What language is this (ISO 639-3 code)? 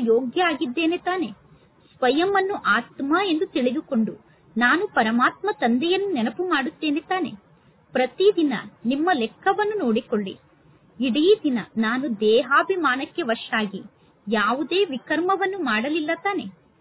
kan